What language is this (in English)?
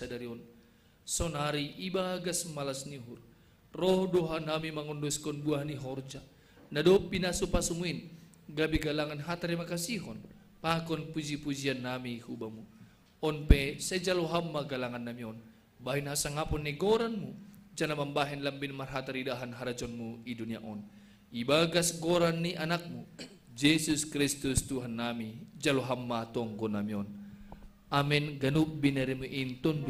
Batak Simalungun